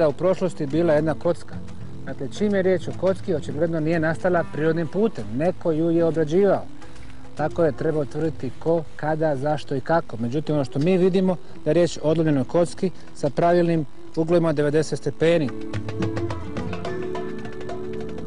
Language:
Bosnian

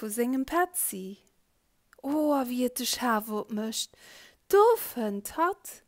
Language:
Luxembourgish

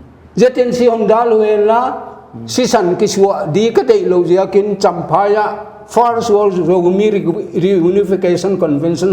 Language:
Paite Chin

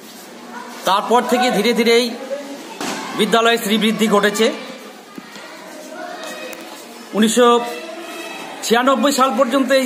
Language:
Bangla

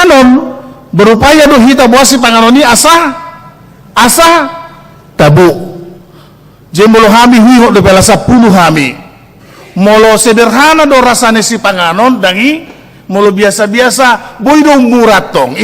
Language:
Batak Toba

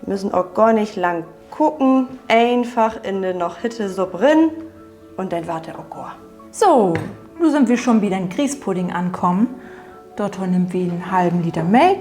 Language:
Low German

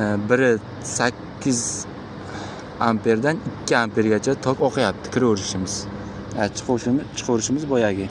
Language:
Uzbek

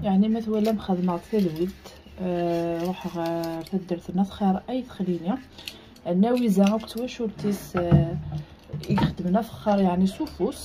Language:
Kabyle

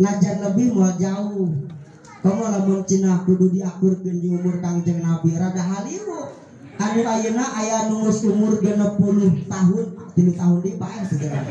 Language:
Sundanese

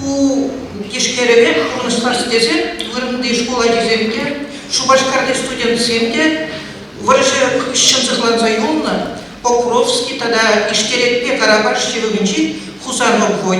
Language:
Chuvash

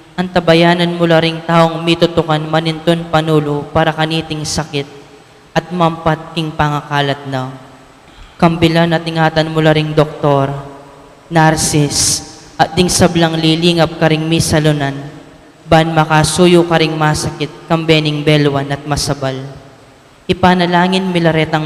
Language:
Pampanga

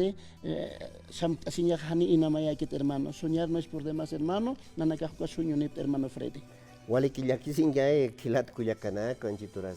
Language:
Aymara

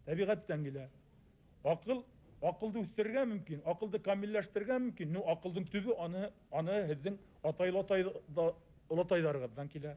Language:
Bashkir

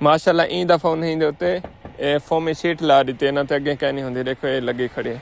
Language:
Saraiki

